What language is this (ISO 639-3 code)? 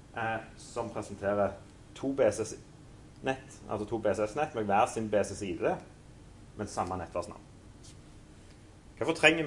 nor